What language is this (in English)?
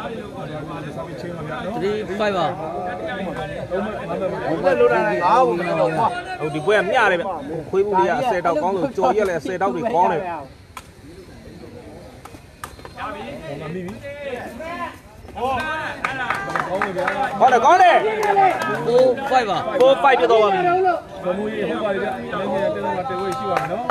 Burmese